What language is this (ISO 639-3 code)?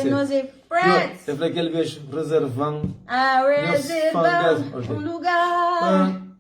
kea